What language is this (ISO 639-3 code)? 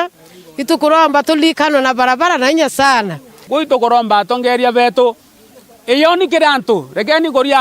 mer